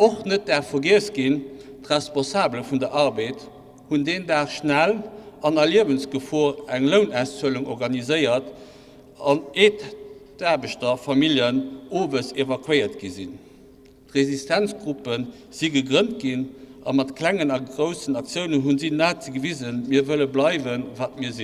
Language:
Luxembourgish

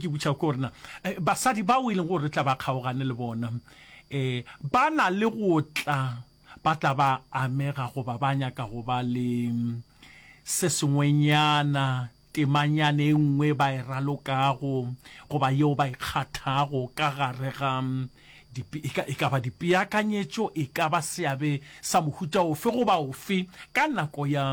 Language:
Northern Sotho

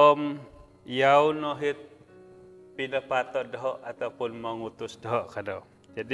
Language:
Central Dusun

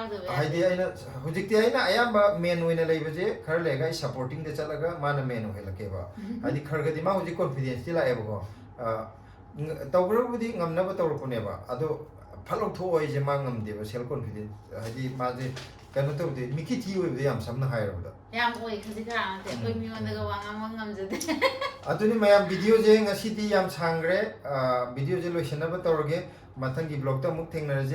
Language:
Manipuri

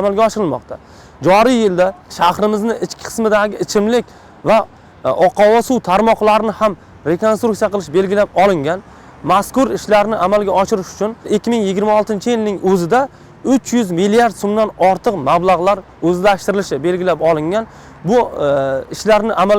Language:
Uzbek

